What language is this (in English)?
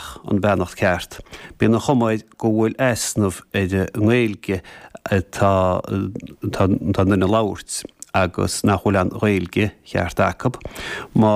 Irish